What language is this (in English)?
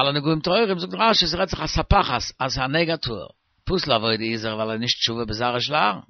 Yiddish